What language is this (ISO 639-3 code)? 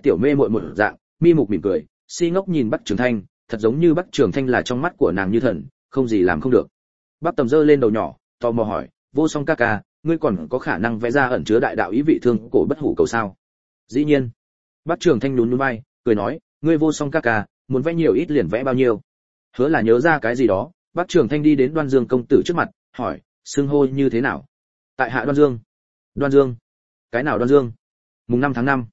vie